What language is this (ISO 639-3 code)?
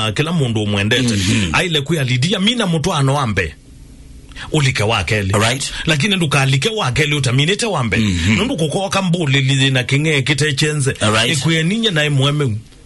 kam